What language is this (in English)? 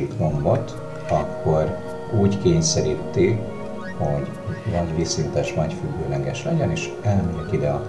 Hungarian